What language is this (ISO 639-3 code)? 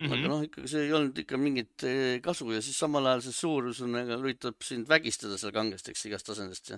est